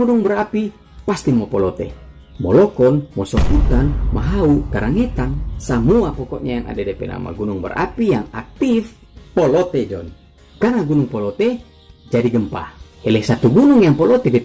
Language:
Manado Malay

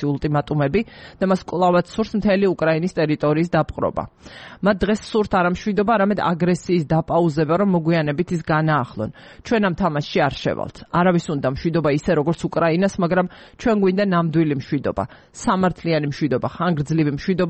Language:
Georgian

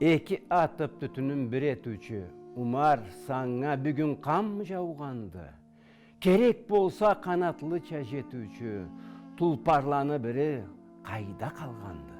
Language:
Karachay-Balkar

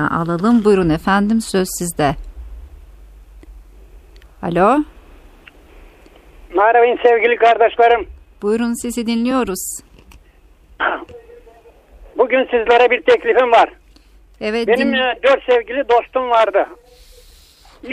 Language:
Turkish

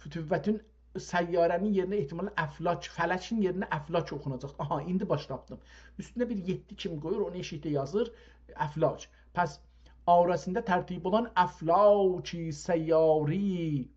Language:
South Azerbaijani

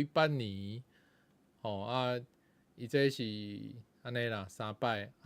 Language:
Min Nan Chinese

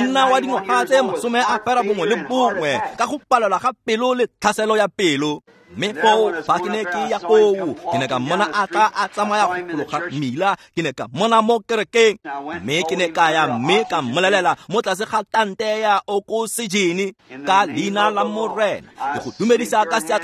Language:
Tswana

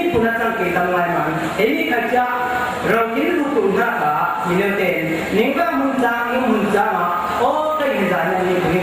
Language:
Falam Chin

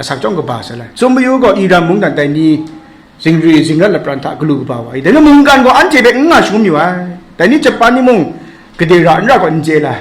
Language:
Kachin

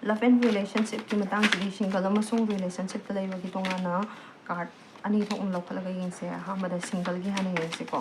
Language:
Manipuri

